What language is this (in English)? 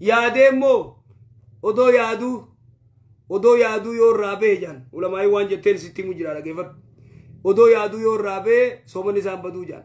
Oromo